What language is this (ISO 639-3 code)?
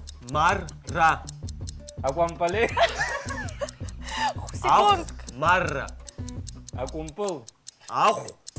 abk